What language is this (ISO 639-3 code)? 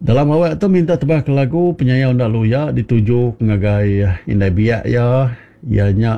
iba